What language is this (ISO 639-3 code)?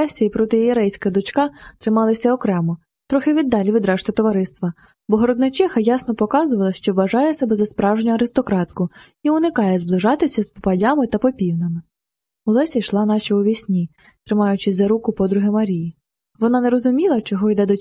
ukr